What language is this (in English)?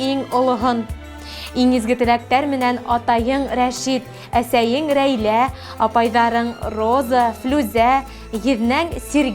Bashkir